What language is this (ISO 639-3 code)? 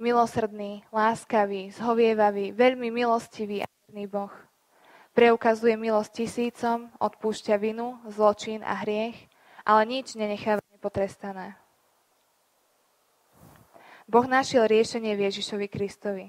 slk